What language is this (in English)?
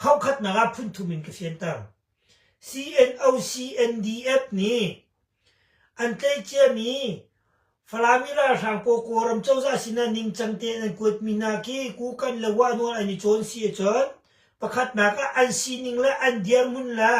Hakha Chin